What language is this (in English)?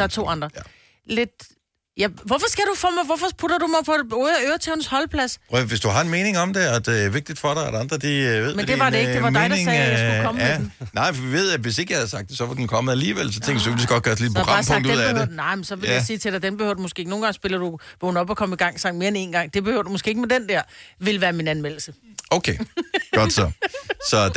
Danish